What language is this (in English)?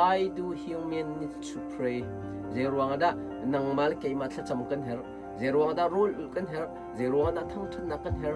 Hakha Chin